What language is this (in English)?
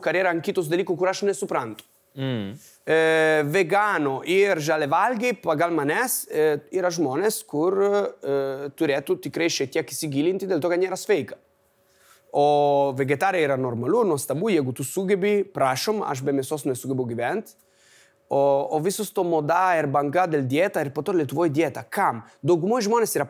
Lithuanian